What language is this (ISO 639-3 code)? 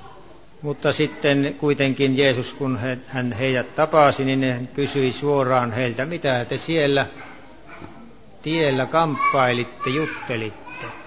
fin